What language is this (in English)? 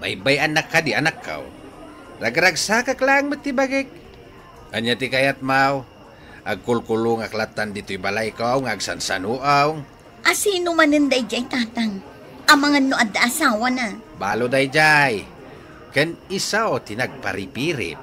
Iloko